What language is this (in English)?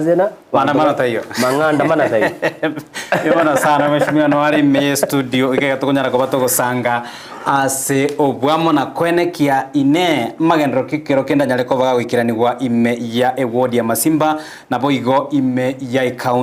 Gusii